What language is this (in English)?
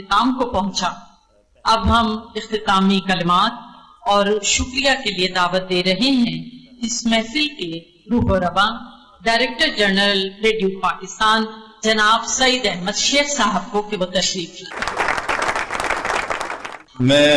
Urdu